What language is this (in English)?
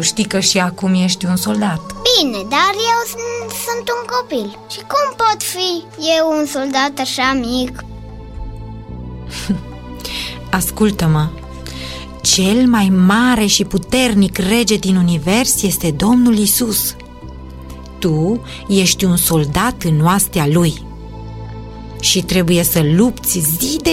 Romanian